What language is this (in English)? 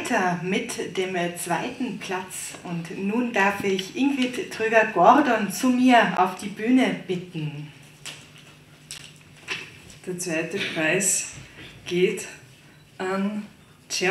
German